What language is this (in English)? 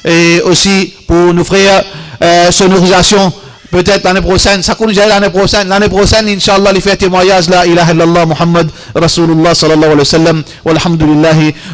Morisyen